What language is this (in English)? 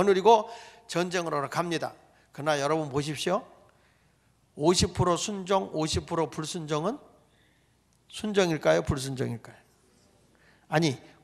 Korean